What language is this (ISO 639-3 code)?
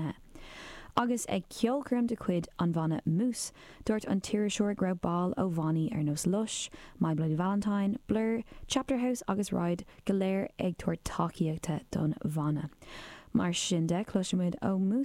gle